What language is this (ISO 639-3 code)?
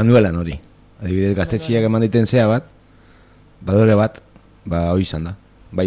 eus